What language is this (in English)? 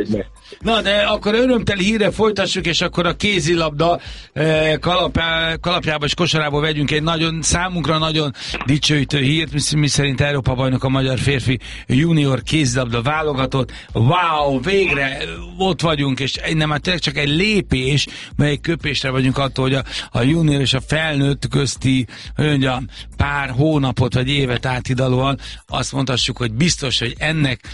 Hungarian